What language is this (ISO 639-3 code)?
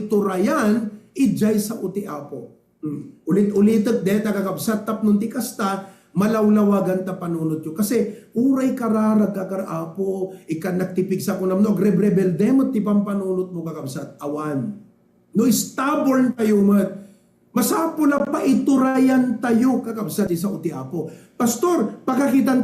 ilo